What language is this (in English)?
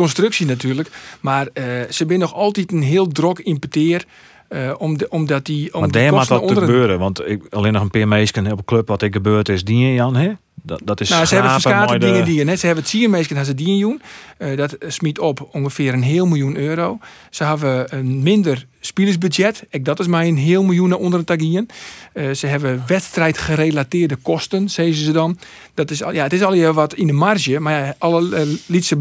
Western Frisian